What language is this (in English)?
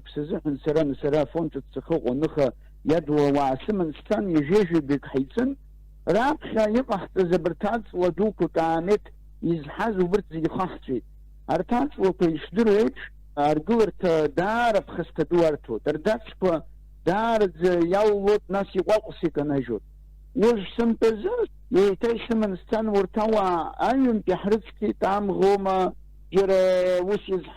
Abkhazian